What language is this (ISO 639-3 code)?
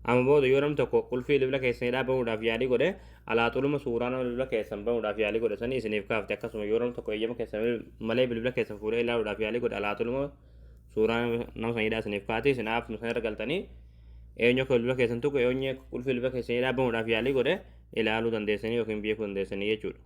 orm